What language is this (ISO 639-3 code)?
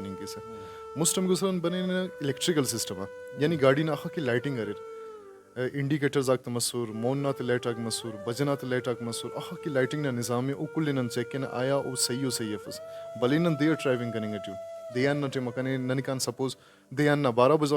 brh